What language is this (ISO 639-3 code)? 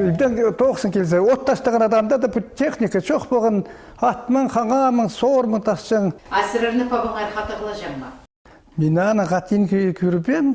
kjh